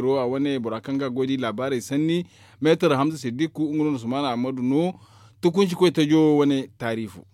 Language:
Zarma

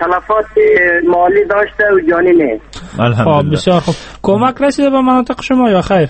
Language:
Persian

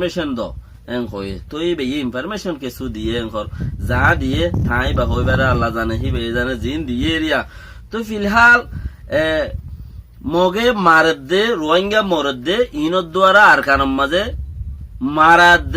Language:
Rohingya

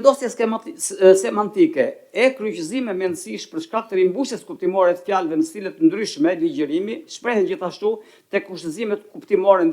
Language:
Albanian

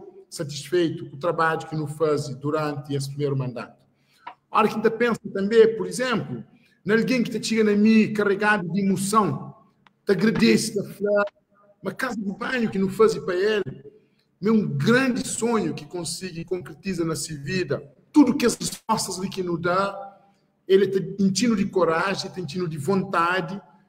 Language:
Kabuverdianu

